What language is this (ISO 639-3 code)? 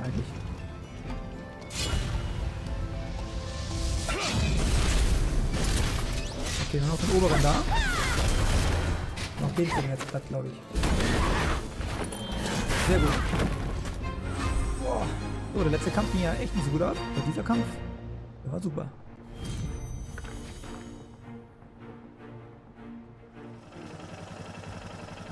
deu